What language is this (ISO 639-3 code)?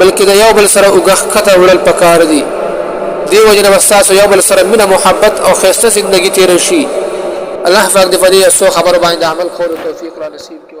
pus